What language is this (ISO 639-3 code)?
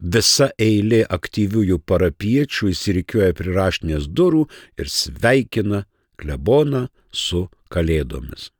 lit